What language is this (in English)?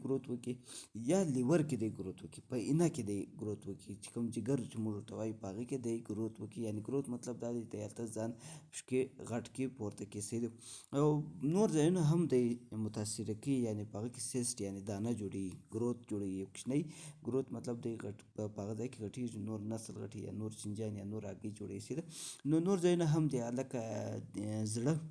Pashto